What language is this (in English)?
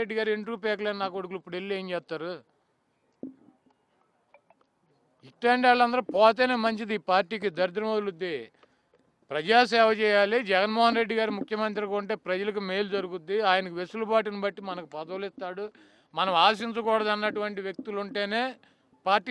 Telugu